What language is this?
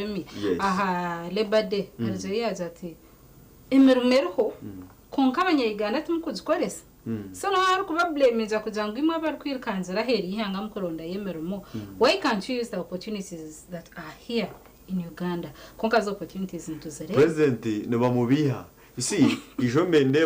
Nyankole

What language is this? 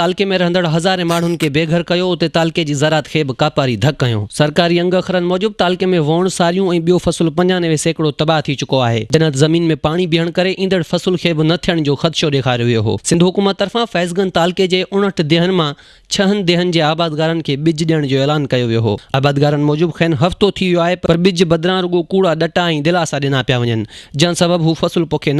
Sindhi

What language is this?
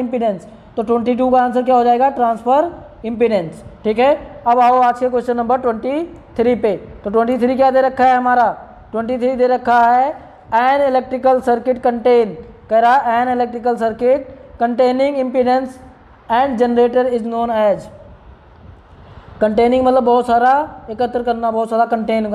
Hindi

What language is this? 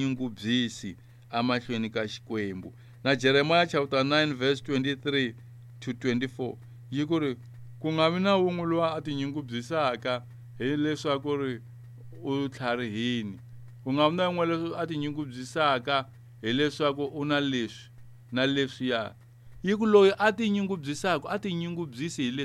Tsonga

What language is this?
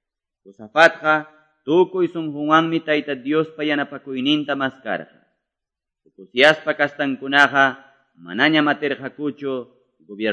Quechua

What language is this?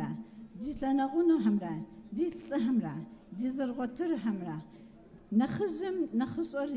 Kabardian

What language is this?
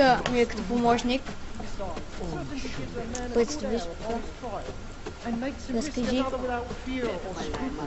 Bulgarian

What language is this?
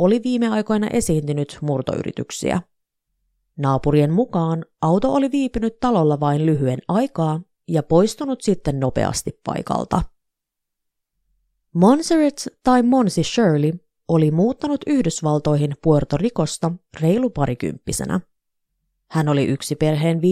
Finnish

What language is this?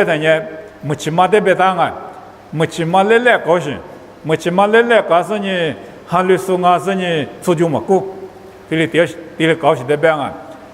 Lisu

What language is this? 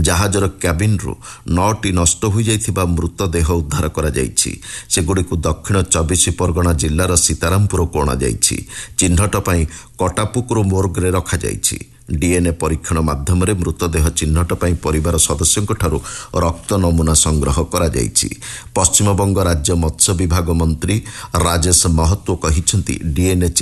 Odia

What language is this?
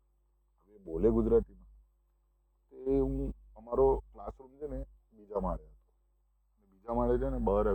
Gujarati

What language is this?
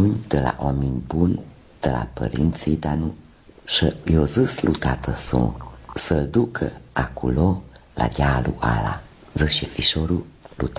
Romanian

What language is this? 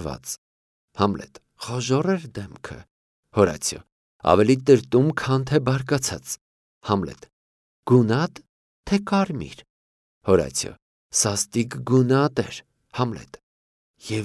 Armenian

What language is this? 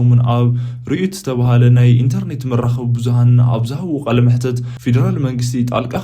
Tigrinya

